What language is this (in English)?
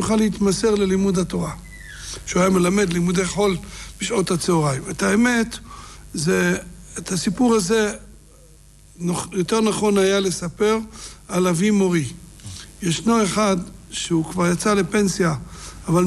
Hebrew